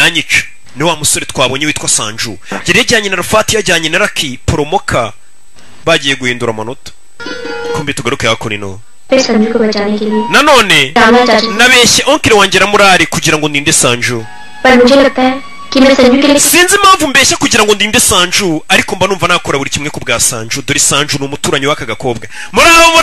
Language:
Kinyarwanda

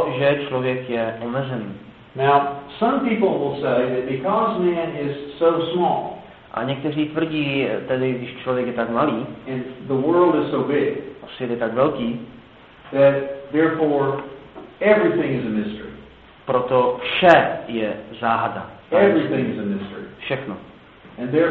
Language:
Czech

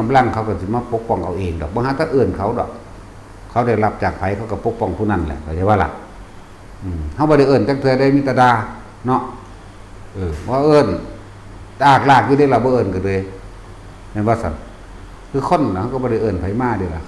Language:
Northeastern Thai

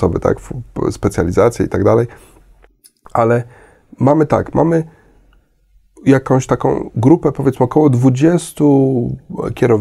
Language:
Polish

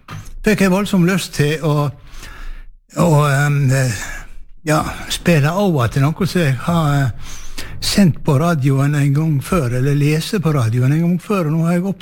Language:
Norwegian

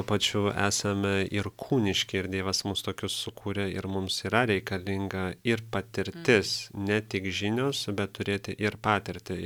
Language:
Lithuanian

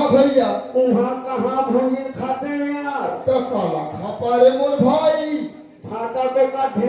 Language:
Chhattisgarhi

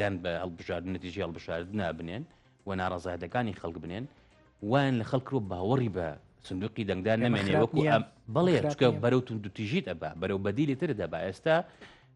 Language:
Central Kurdish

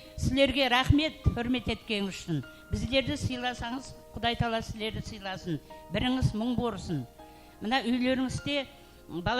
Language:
Kara-Kalpak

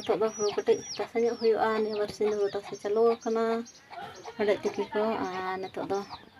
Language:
Santali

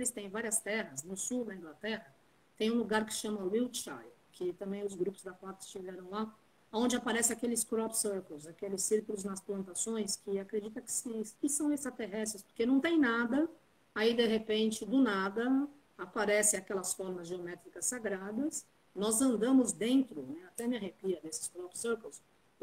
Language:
Portuguese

